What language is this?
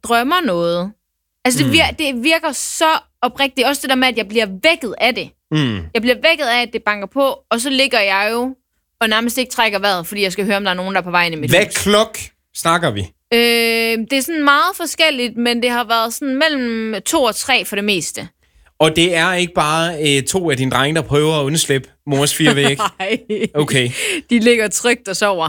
Danish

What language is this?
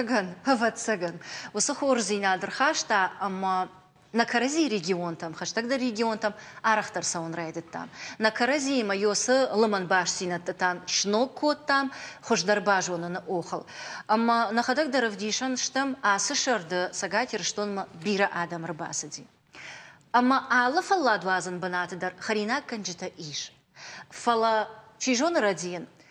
Ossetic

